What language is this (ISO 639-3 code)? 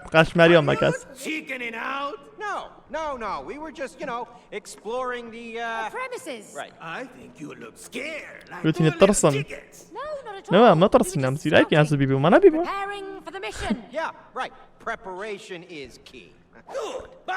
kur